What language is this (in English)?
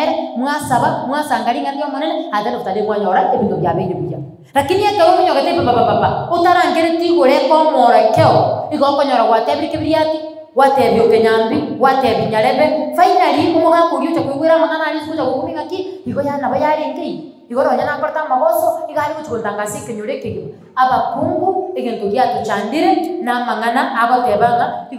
Gusii